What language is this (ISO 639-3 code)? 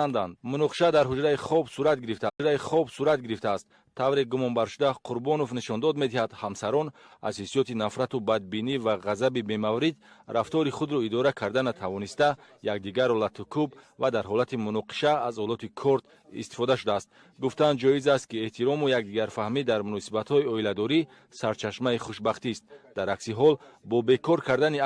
tgk